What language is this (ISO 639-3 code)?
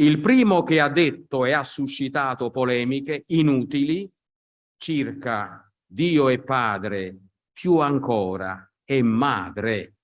ita